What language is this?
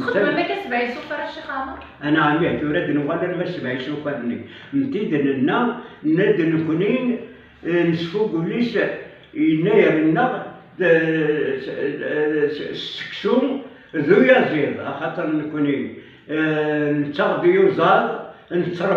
Kabyle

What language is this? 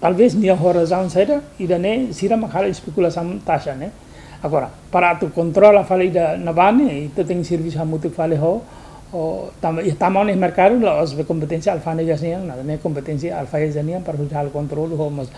Tetum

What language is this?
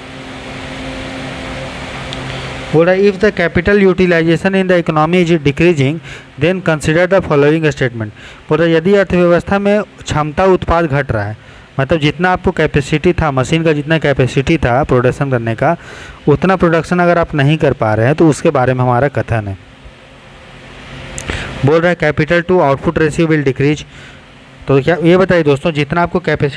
Hindi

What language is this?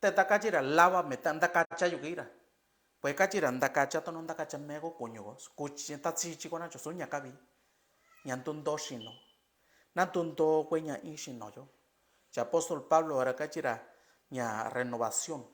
Mixtepec Mixtec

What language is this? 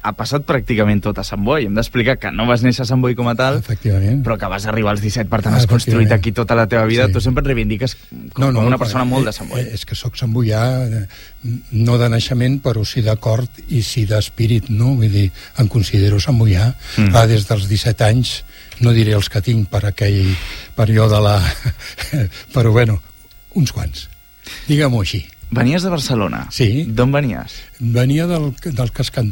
Catalan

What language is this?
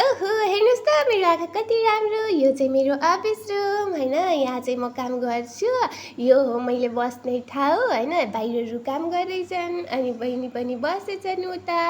Nepali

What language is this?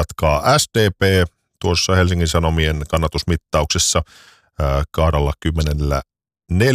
Finnish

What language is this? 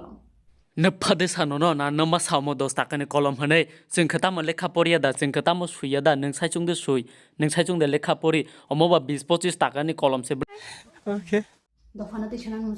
Kok Borok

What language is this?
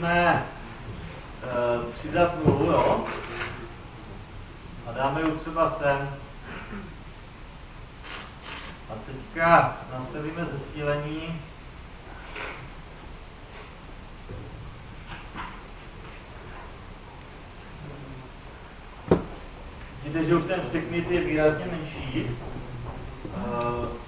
Czech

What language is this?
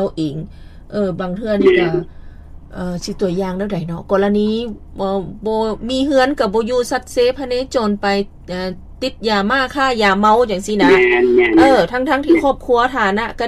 Lao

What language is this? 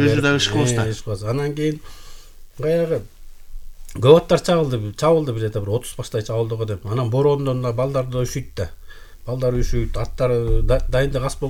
Kyrgyz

